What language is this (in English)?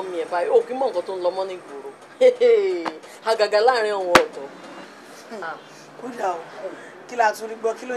Yoruba